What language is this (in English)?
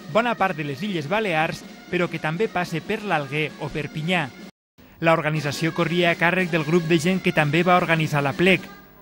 Catalan